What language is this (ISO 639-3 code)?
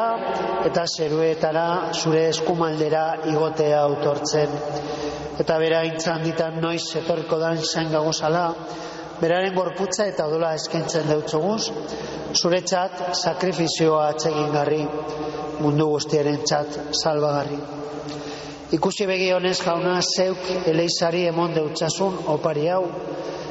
eus